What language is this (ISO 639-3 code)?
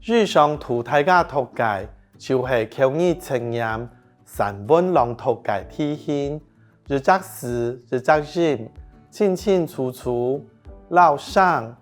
hak